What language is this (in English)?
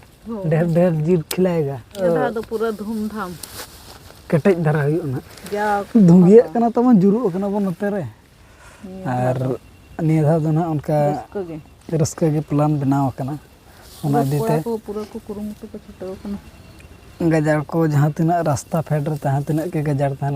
Santali